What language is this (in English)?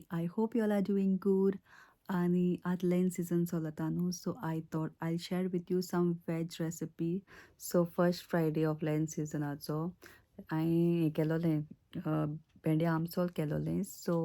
Konkani